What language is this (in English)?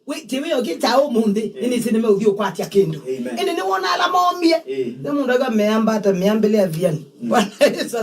Kamba